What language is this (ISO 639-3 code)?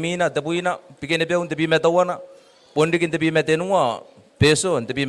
gil